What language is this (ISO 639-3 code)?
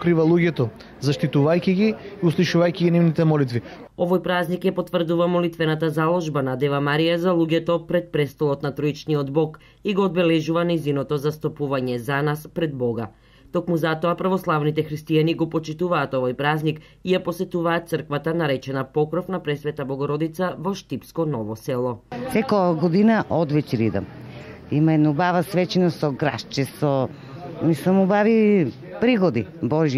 mkd